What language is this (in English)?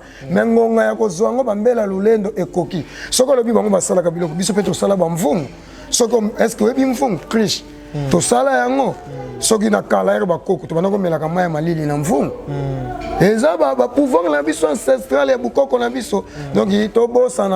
Lingala